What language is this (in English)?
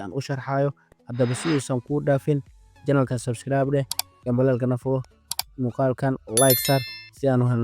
Somali